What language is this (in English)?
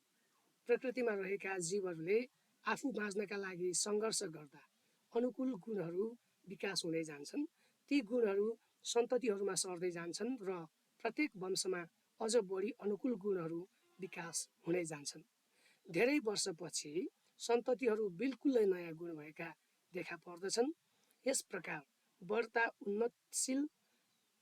Nepali